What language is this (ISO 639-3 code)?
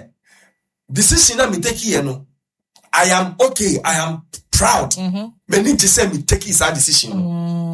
aka